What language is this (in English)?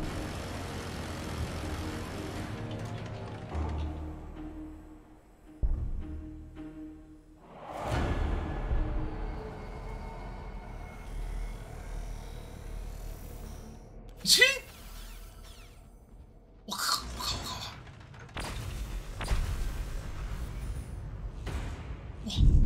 Chinese